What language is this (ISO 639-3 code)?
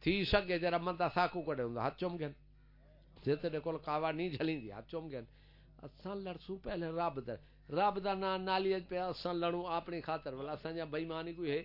skr